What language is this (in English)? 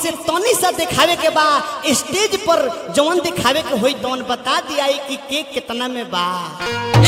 Bhojpuri